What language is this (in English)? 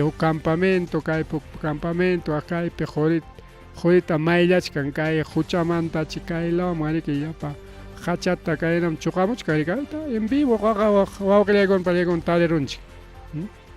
Ayacucho Quechua